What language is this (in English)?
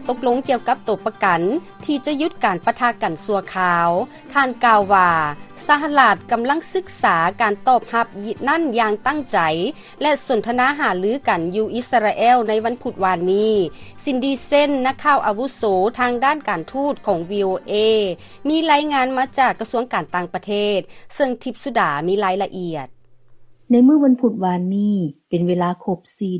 Lao